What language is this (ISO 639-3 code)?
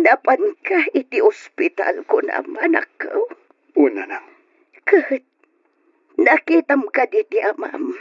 ilo